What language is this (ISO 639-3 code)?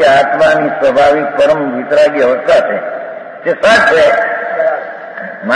guj